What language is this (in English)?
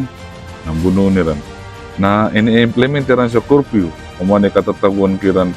Maranao